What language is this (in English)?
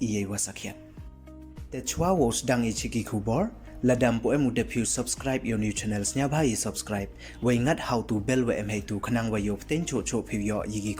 Pnar